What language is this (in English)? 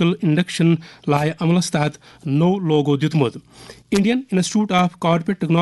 Kashmiri